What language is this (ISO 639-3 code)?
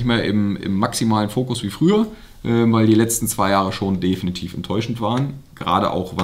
deu